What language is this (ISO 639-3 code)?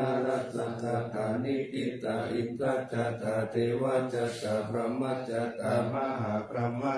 pli